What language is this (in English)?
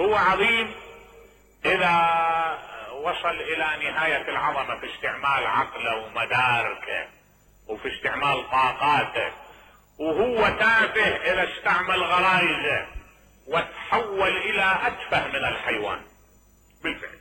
Mesopotamian Arabic